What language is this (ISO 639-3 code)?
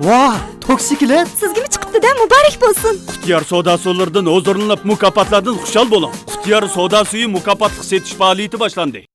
uig